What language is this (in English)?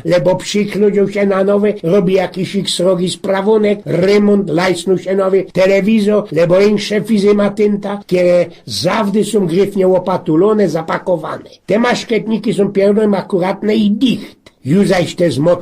Silesian